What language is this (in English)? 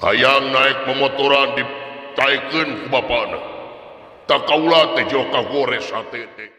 Sundanese